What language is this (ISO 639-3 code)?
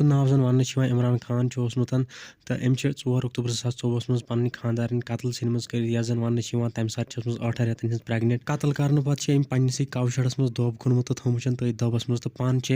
kas